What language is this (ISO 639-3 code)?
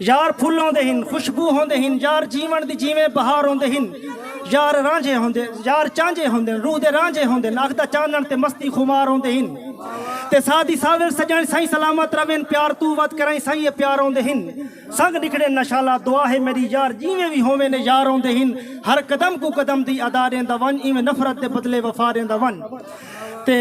skr